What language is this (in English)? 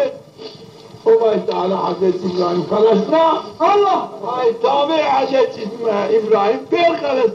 Zaza